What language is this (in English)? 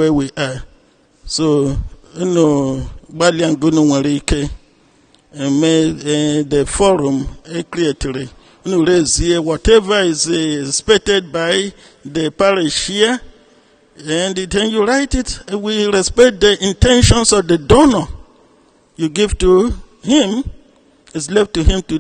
Igbo